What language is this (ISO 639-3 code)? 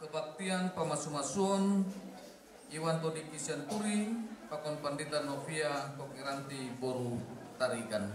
bbc